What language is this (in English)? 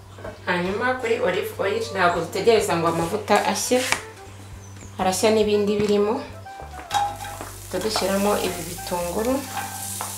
Kinyarwanda